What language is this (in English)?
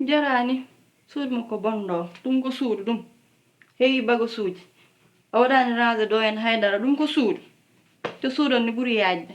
Fula